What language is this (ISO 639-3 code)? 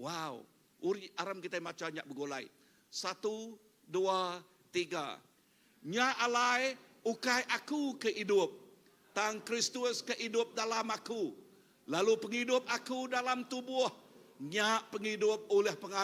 iba